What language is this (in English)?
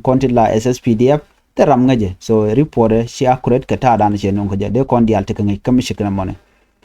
Nuer